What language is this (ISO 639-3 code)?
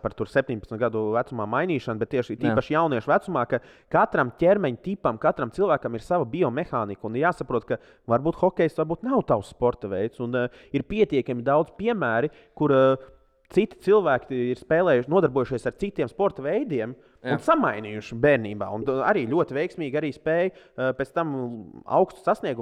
lav